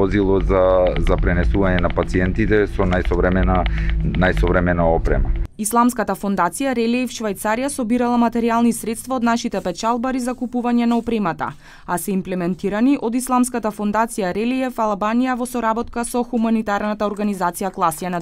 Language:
Macedonian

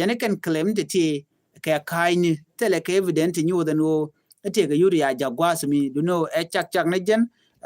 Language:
Nuer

